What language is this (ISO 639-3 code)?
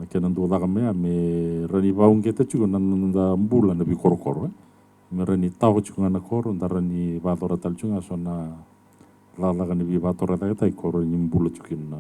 fij